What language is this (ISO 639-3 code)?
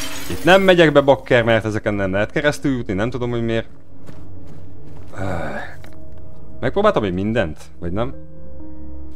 hun